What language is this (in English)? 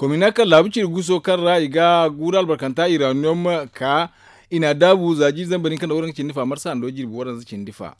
Zarma